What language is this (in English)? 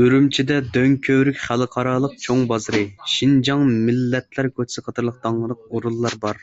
Uyghur